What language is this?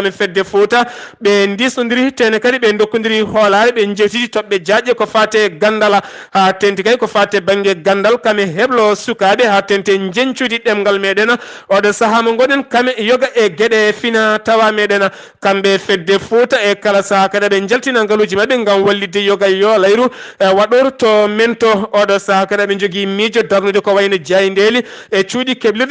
Fula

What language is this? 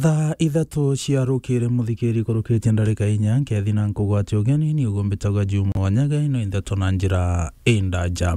Meru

